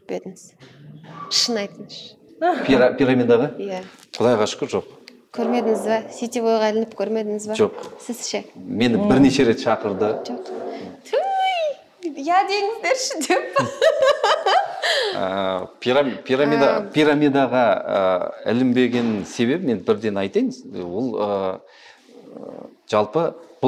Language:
Kazakh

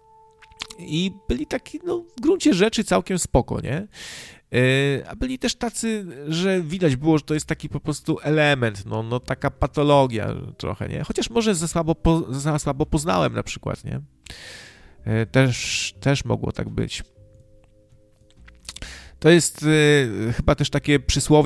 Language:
Polish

